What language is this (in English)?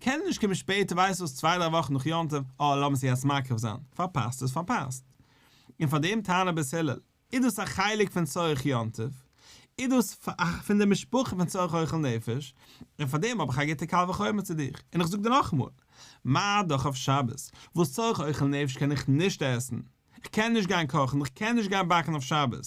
Yiddish